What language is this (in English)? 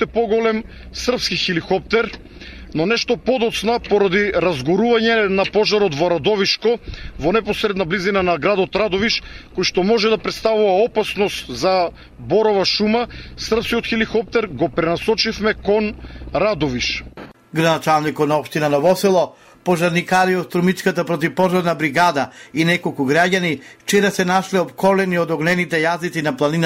Macedonian